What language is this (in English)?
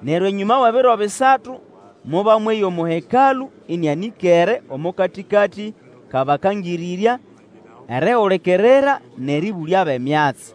Nande